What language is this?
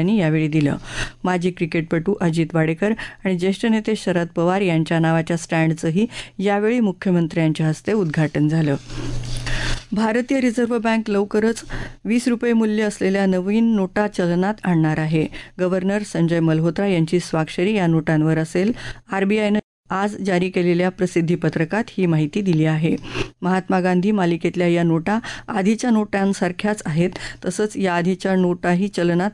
Marathi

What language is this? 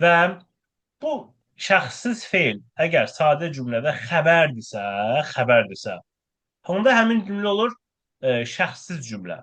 Azerbaijani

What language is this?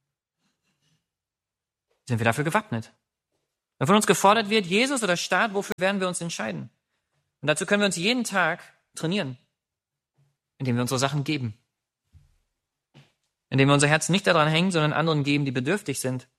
German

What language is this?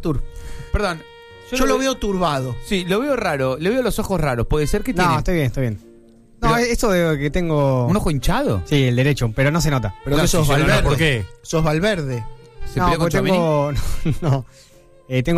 Spanish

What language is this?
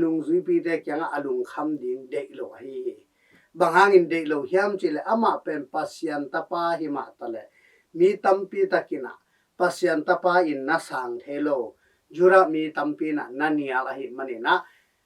Tedim Chin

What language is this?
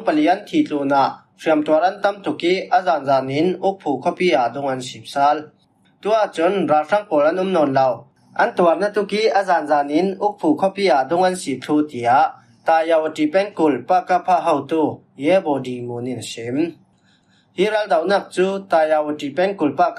Falam Chin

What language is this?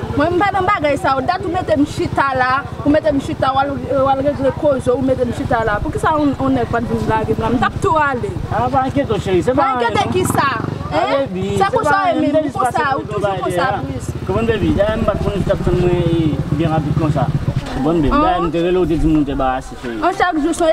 Haitian Creole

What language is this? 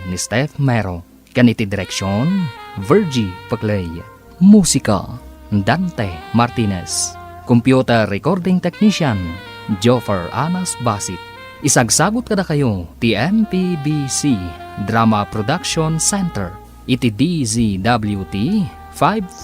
Iloko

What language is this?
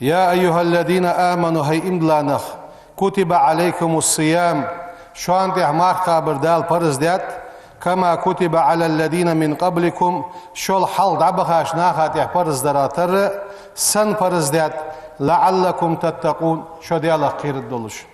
Ingush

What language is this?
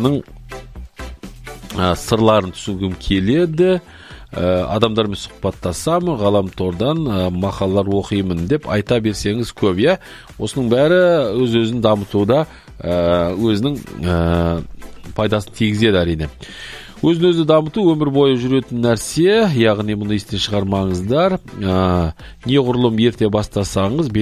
Kazakh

